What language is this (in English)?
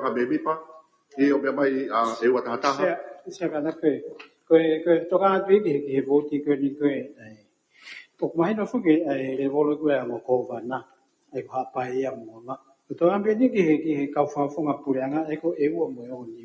Tongan